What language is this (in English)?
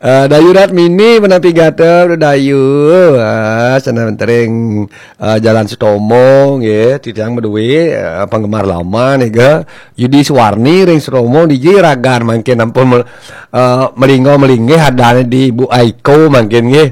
Balinese